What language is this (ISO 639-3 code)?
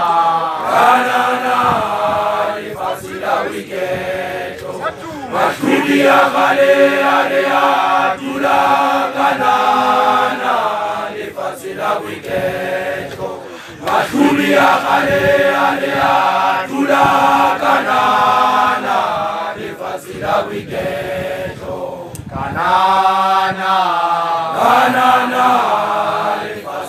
swa